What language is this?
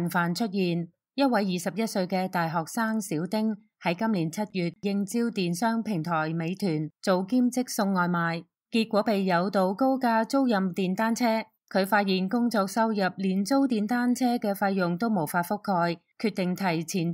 Cantonese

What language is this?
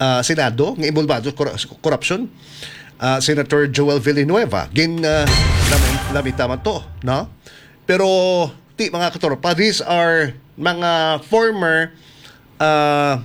Hiligaynon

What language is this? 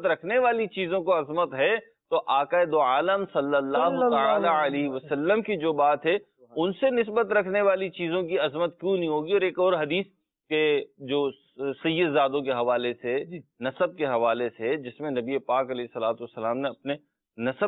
Urdu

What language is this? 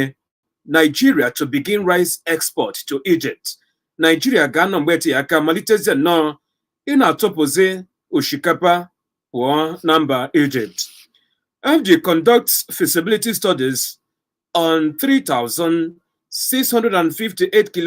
Igbo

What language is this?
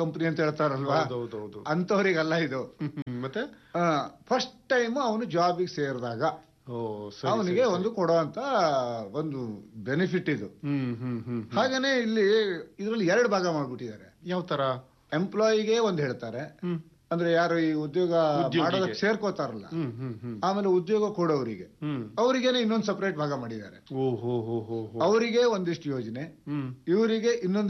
Kannada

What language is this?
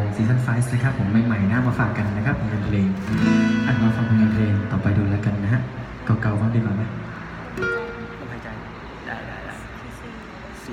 Thai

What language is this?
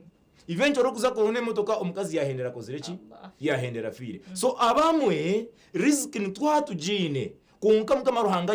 Nyankole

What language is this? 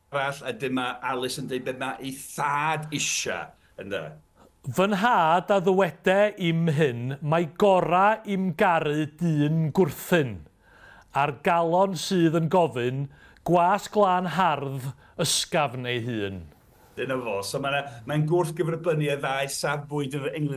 Welsh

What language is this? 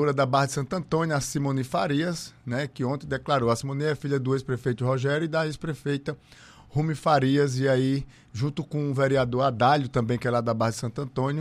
Portuguese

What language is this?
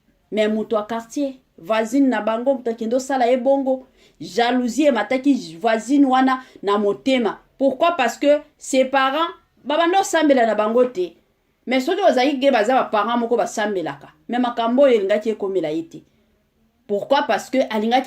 Lingala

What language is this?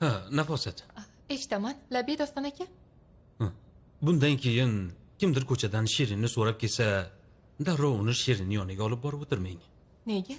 Uzbek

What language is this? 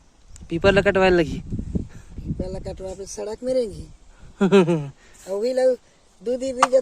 Chhattisgarhi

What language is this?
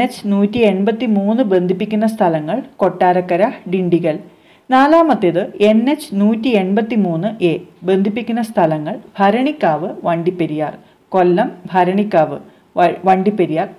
Malayalam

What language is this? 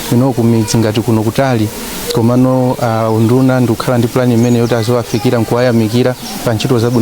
Nyanja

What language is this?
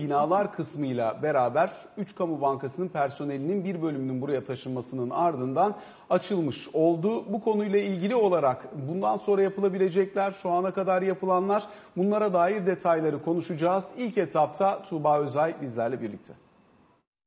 Turkish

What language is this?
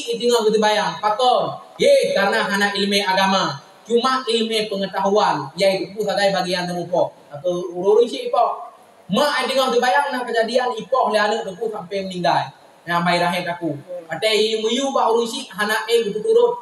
Achinese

